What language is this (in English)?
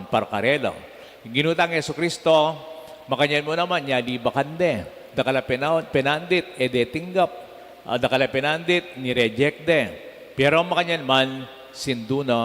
Pampanga